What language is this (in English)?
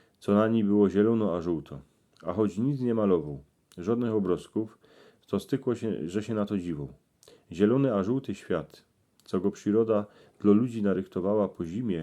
Silesian